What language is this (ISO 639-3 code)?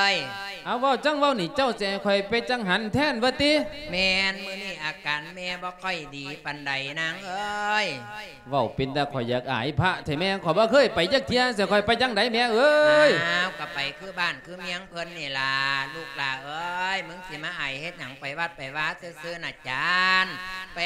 lao